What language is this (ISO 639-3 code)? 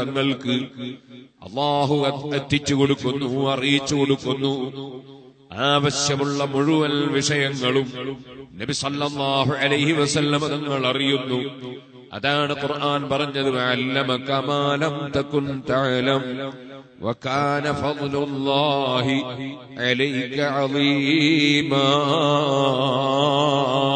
mal